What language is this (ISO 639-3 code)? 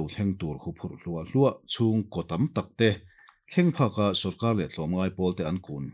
lus